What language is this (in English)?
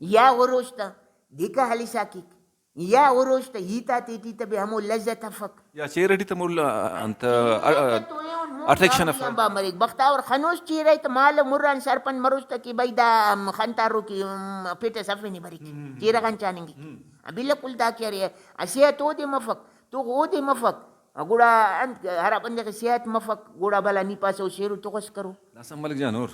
Brahui